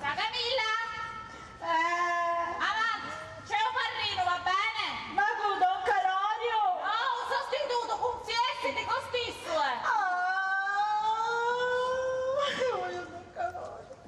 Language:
Sicilian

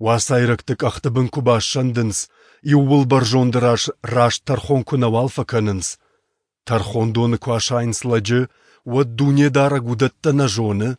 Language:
Ossetic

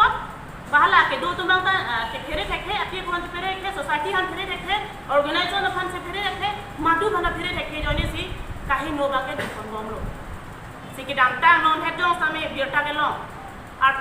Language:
Karbi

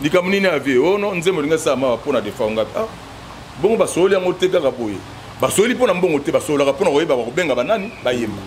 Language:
Lingala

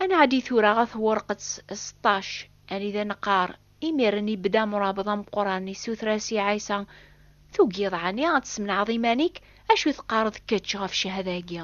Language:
Kabyle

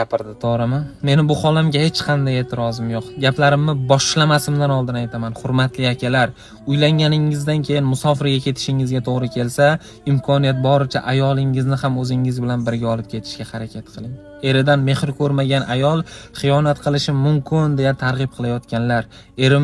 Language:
Uzbek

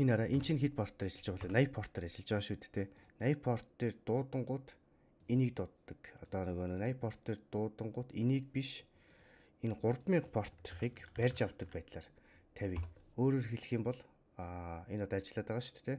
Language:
Mongolian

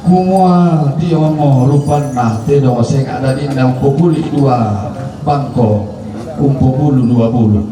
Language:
Toraja-Sa'dan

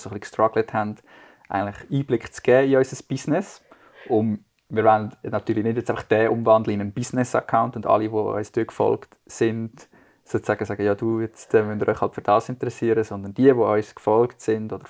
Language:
Swiss German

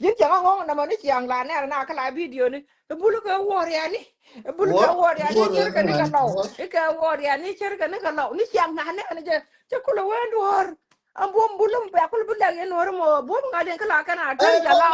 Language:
Nuer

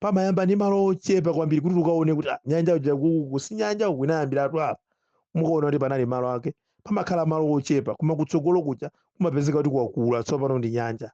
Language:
Nyanja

